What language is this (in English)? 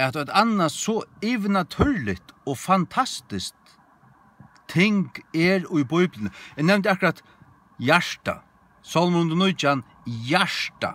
Faroese